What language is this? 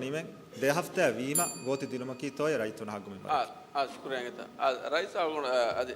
Divehi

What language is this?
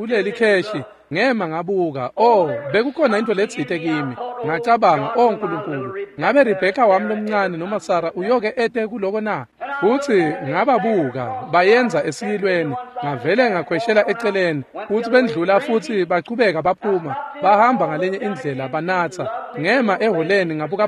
Swati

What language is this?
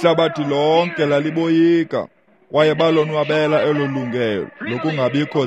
Xhosa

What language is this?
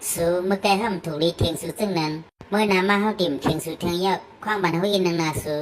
Shan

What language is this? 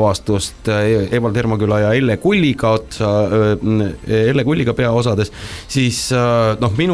Estonian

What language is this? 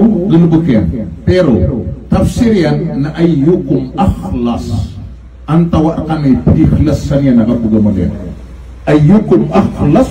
Maranao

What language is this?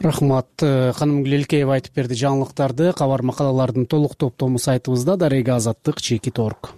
Kyrgyz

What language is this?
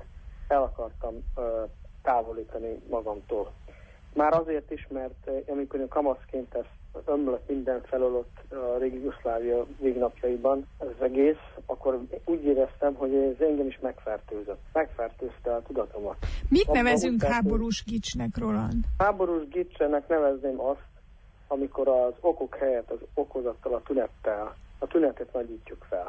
Hungarian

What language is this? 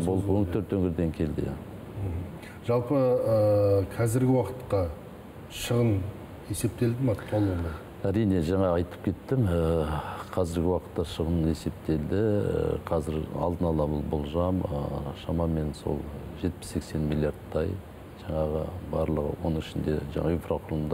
Kazakh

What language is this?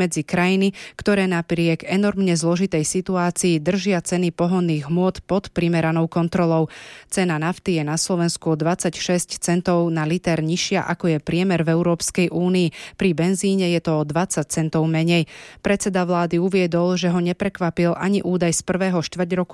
Slovak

